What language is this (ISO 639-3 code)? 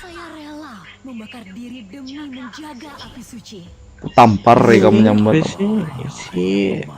bjn